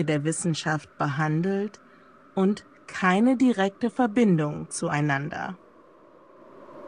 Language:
German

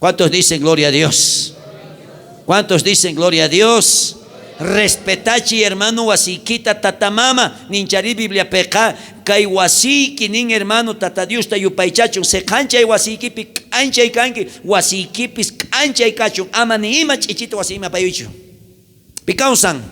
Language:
South Bolivian Quechua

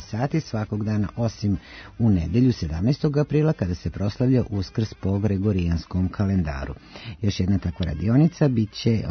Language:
Serbian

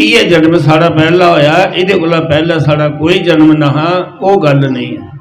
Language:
Dogri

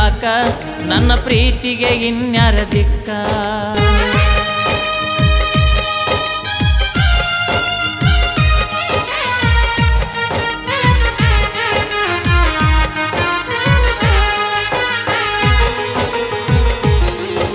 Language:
Kannada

